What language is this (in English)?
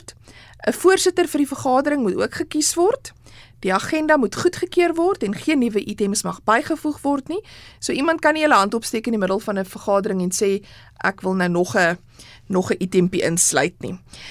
Afrikaans